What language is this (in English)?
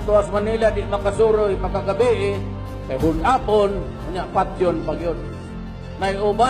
Cebuano